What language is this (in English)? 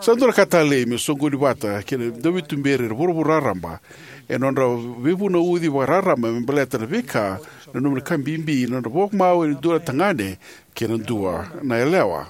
Fijian